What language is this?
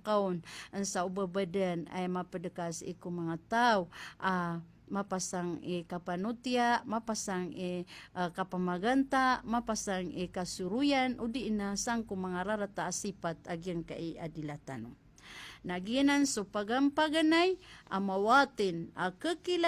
Maranao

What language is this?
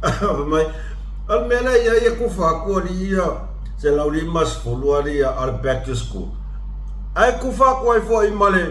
Samoan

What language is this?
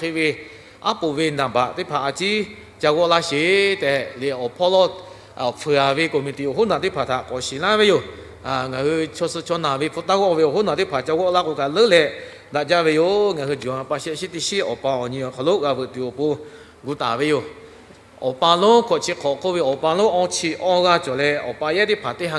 Lahu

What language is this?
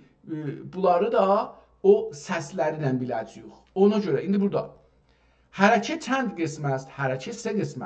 South Azerbaijani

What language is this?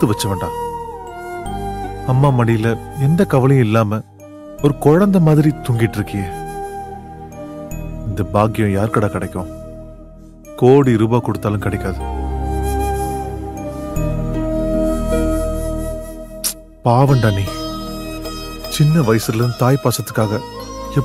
Tamil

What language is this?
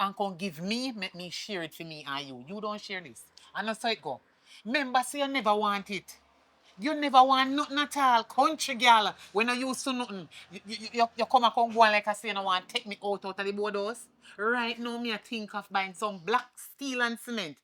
Jamaican Creole English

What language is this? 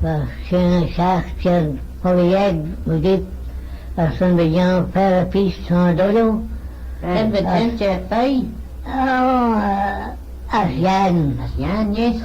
Manx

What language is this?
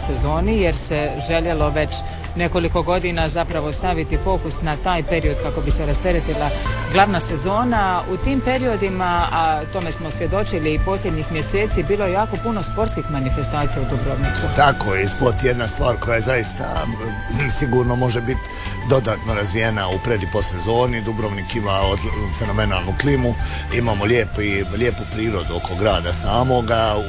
Croatian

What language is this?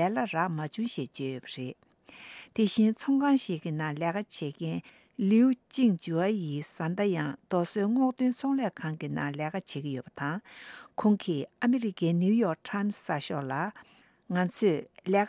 Tibetan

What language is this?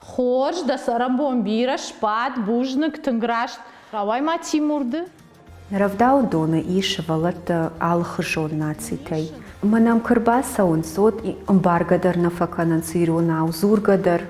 Ossetic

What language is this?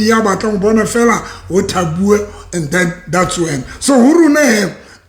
Southern Sotho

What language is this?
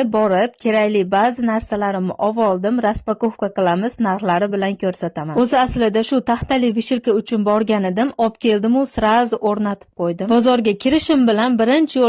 Uzbek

